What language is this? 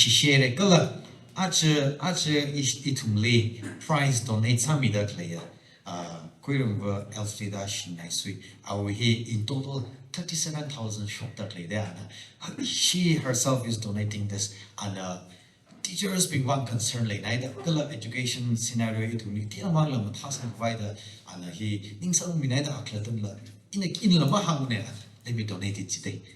Tangkhul Naga (India)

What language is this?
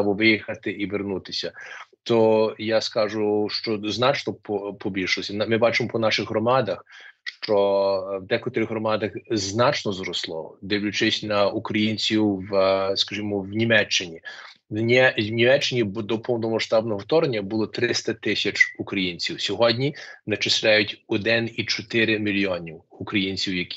Ukrainian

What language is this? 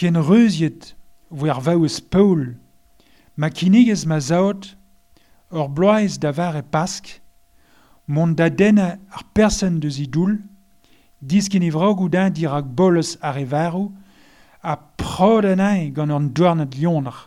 Breton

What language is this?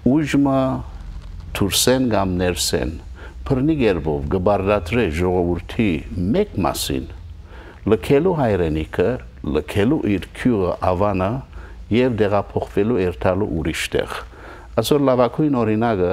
Western Armenian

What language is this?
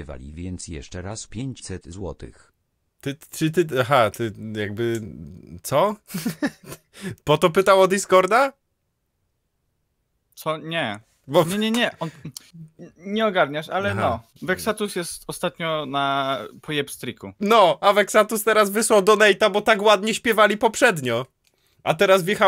Polish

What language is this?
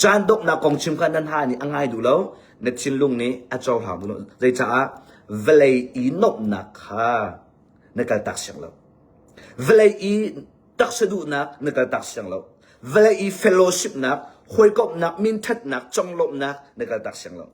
Hakha Chin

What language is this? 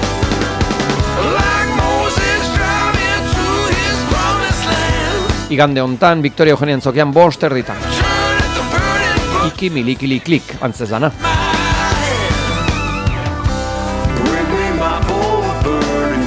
Basque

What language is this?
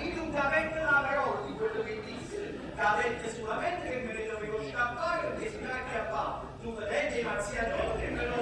Neapolitan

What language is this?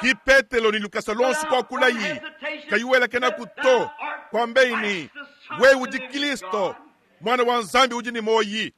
Luba-Lulua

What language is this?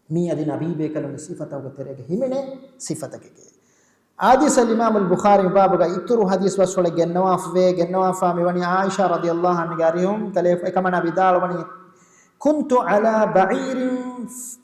Divehi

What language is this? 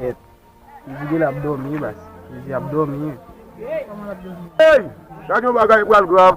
Haitian Creole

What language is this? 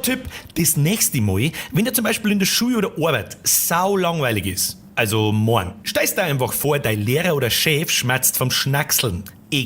Bavarian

